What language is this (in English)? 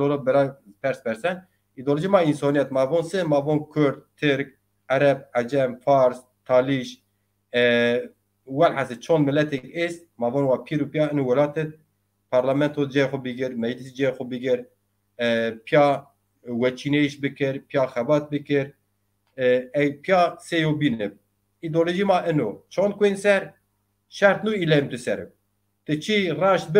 Zaza